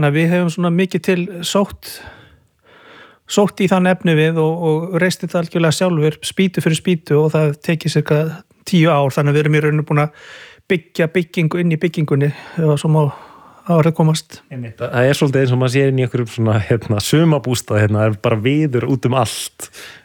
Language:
Icelandic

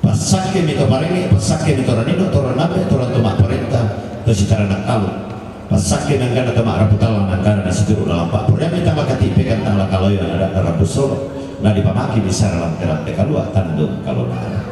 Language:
Toraja-Sa'dan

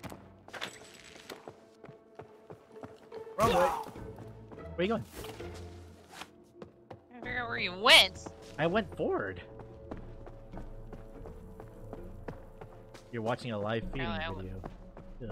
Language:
English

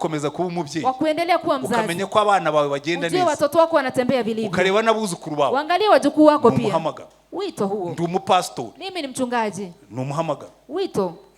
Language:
Kinyarwanda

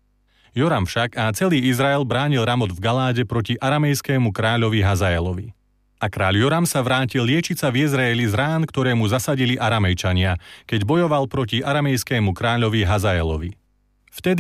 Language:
Slovak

